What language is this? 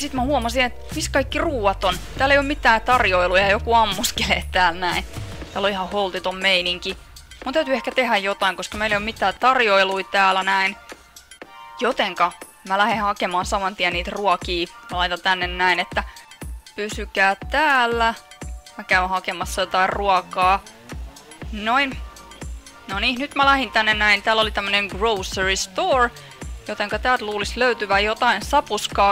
Finnish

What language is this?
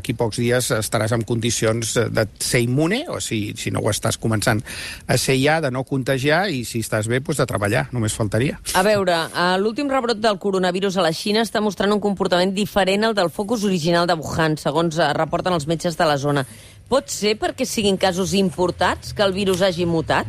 Catalan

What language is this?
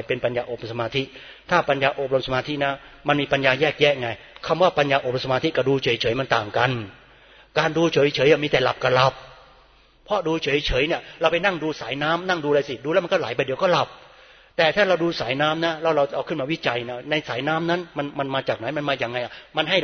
Thai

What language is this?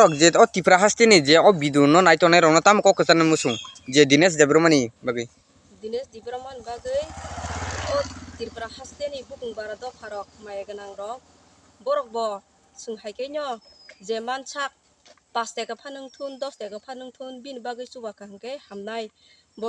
Kok Borok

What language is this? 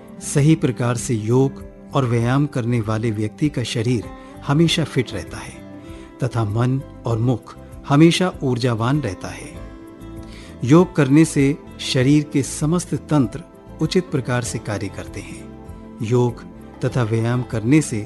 Hindi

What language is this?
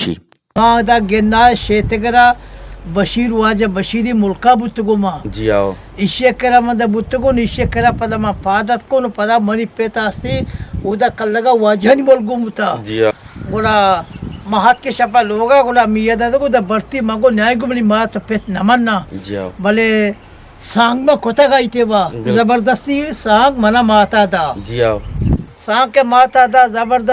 Eastern Balochi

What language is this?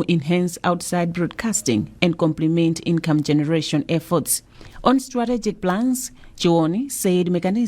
English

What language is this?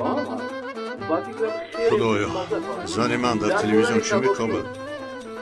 Tajik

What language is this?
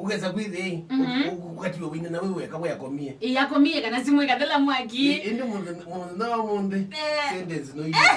Kamba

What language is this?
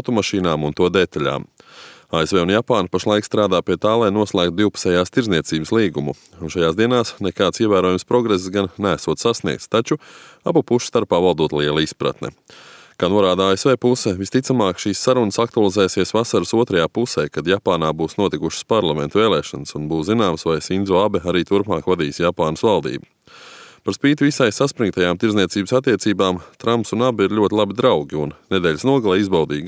Latvian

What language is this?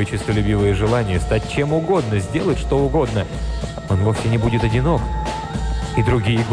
Russian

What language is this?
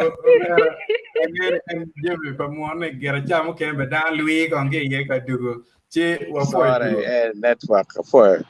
Acoli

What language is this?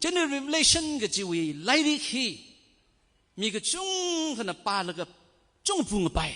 Tangkhul Naga (India)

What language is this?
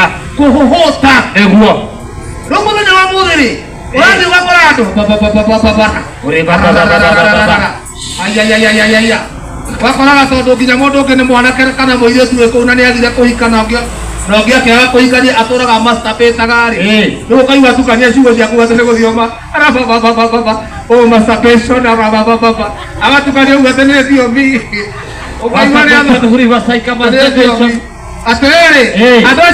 Kikuyu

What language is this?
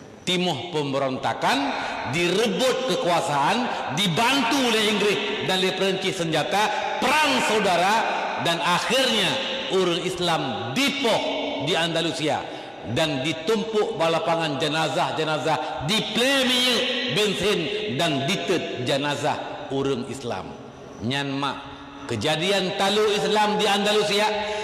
Achinese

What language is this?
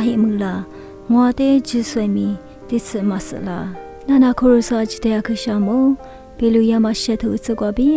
Lisu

